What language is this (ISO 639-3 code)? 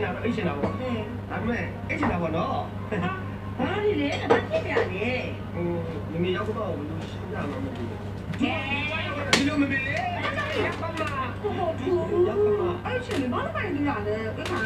mya